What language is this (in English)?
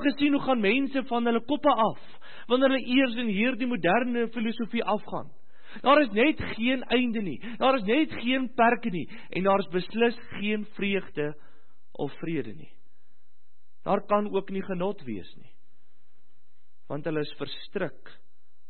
Afrikaans